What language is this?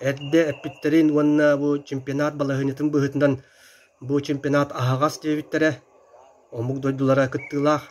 Yakut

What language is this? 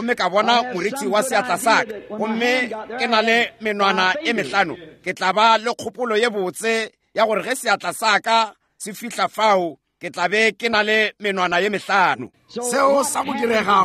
Northern Sotho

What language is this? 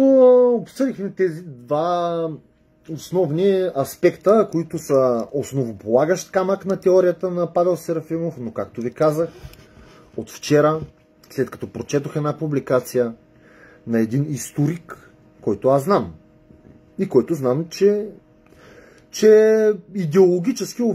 Bulgarian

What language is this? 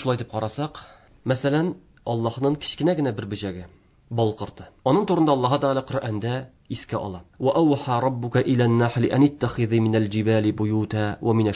Tatar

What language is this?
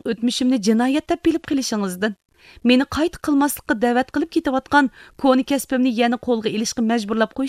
Uyghur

